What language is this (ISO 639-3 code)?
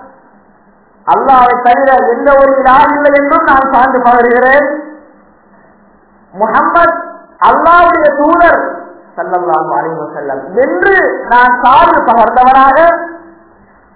tam